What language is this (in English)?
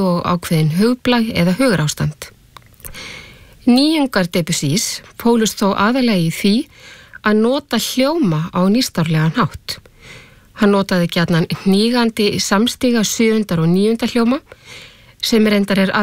Icelandic